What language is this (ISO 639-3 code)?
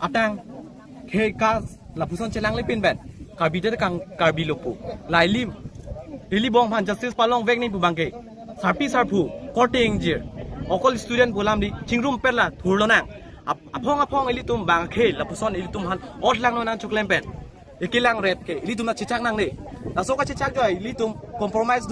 mjw